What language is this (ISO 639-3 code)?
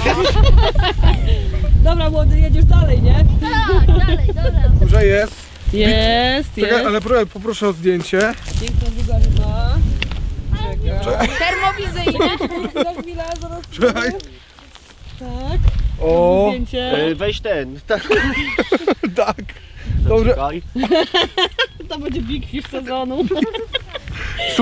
pol